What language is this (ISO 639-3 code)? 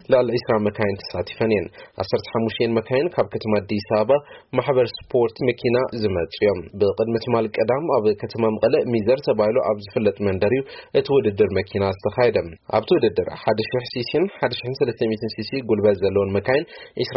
tir